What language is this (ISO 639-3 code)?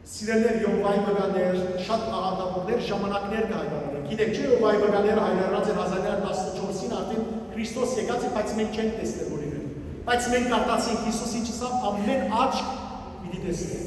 hyw